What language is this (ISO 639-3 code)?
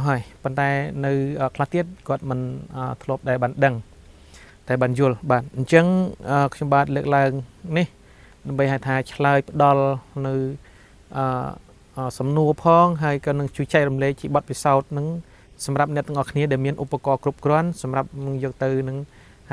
khm